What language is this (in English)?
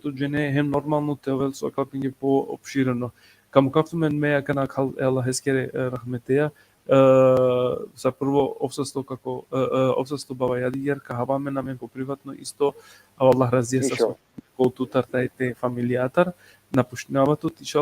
Balkan Romani